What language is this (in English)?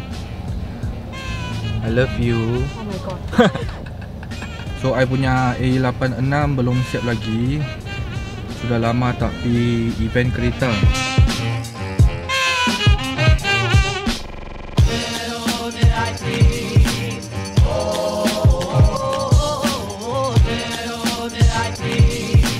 Malay